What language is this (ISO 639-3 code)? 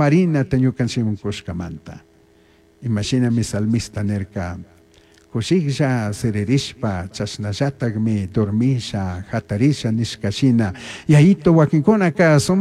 qug